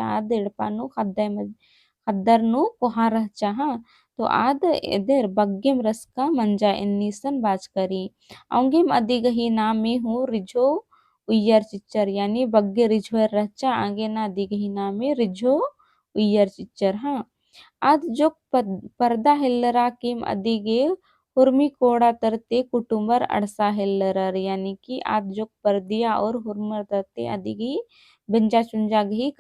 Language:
Kurukh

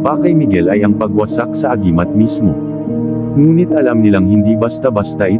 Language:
Filipino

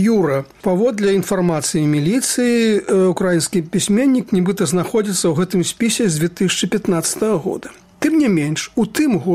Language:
Belarusian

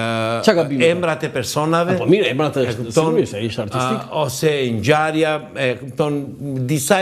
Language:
Albanian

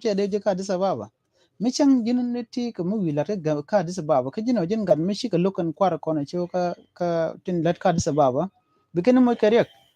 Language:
Nuer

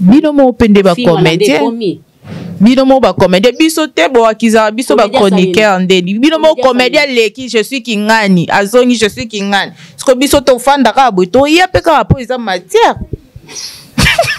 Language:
Lingala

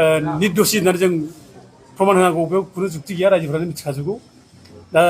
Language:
Bodo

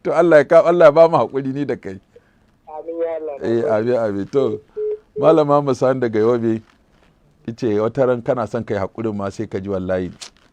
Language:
Hausa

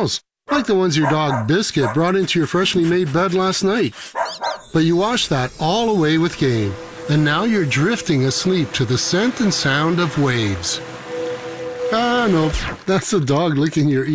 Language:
English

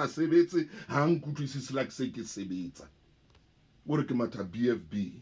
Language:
Southern Sotho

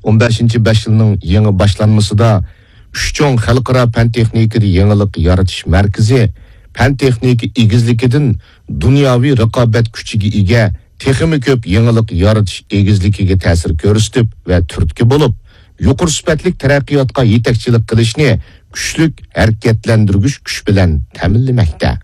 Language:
Uyghur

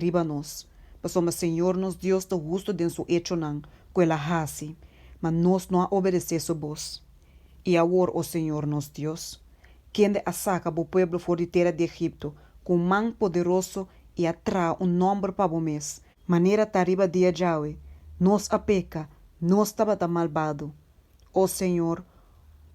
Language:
Papiamento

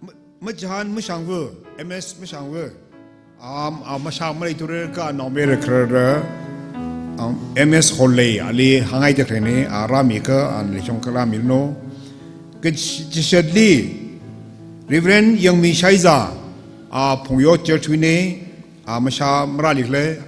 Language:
Tangkhul Naga (India)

